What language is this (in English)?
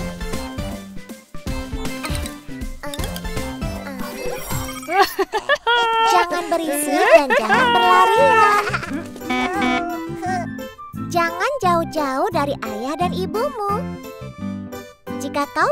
Indonesian